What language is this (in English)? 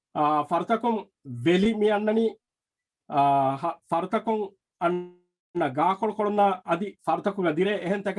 Divehi